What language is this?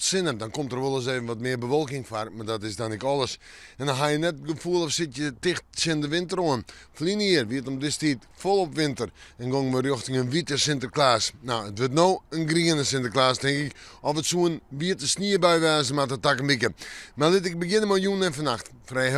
Western Frisian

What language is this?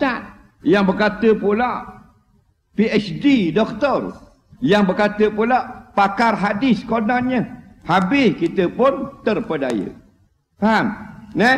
Malay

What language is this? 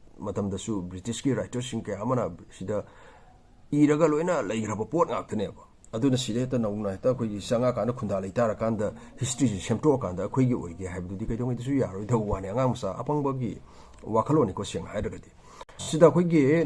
Manipuri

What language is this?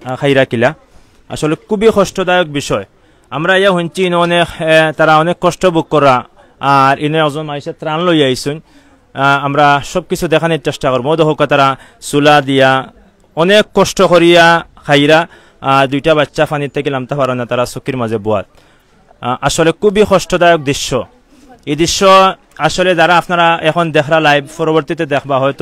Sylheti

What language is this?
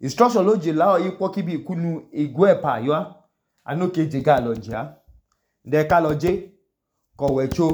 Idoma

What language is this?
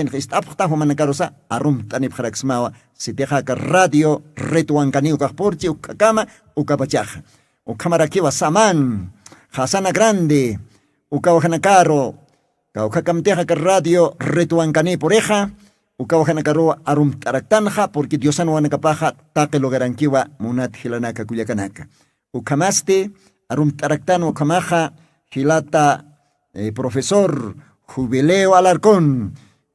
Aymara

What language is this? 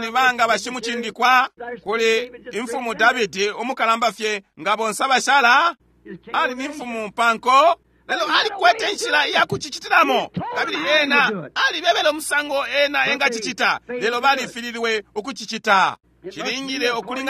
Bemba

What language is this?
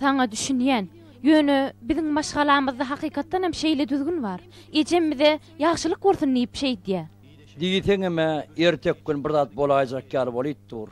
Turkmen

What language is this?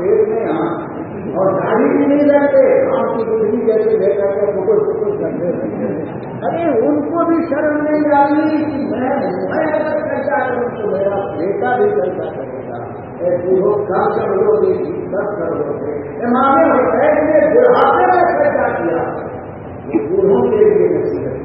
Urdu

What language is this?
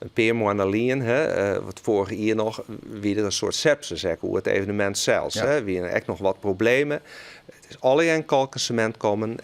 Western Frisian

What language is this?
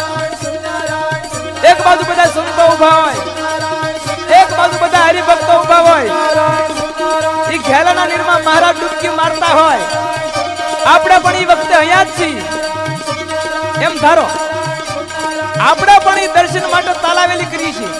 Gujarati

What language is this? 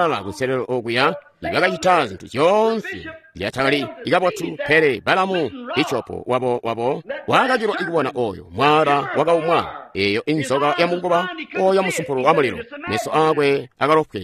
Tonga (Zambia)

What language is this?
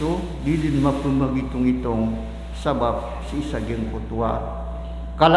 Maranao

